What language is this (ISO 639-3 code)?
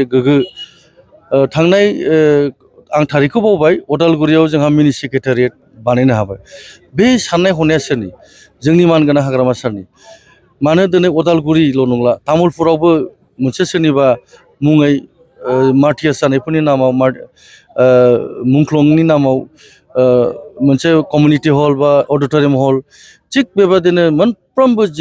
brx